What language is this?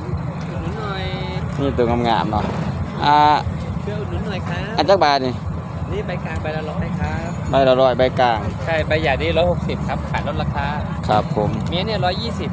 Northeastern Thai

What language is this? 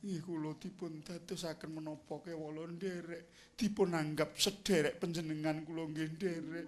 Javanese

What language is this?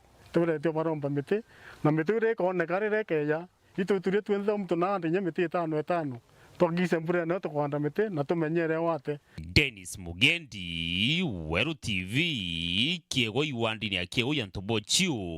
Meru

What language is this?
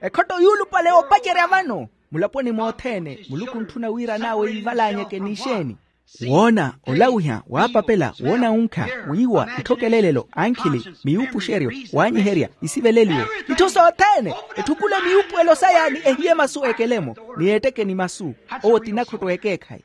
Makhuwa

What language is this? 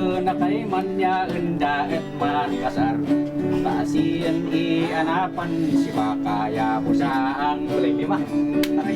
Kankanaey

